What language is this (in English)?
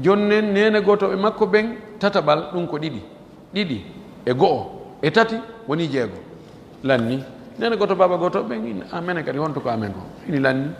Fula